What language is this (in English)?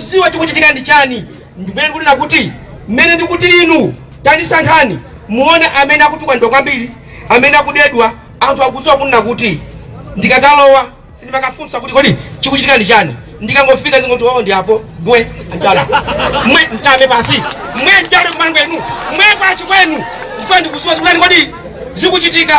Nyanja